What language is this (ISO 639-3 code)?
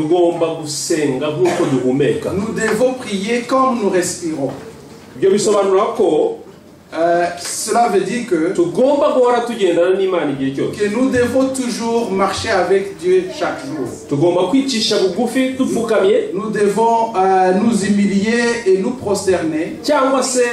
kin